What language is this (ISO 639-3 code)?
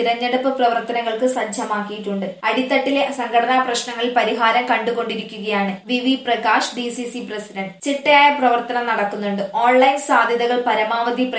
mal